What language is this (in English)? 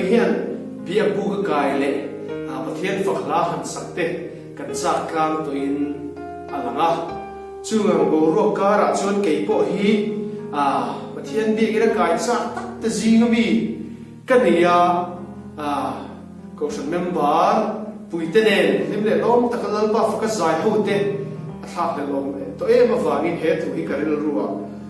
Hmar